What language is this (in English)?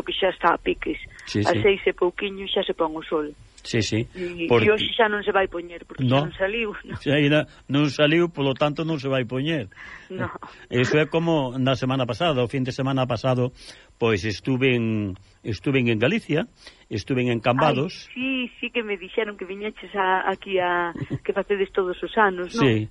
Galician